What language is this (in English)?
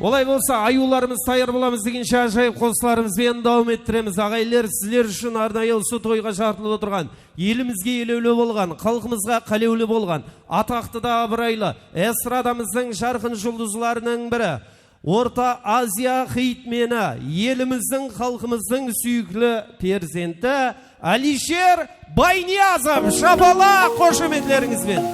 Kara-Kalpak